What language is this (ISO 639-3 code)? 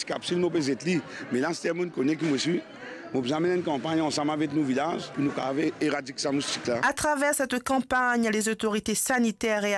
mfe